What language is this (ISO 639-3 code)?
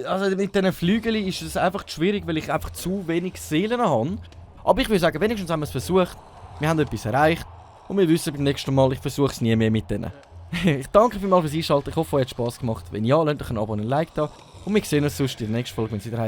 gsw